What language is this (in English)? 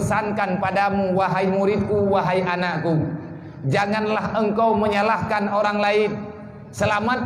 Achinese